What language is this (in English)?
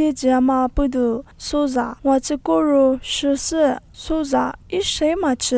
Lisu